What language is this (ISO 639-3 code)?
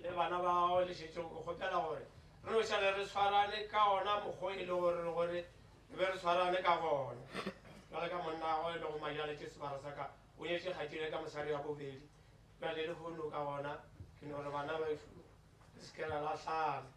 nso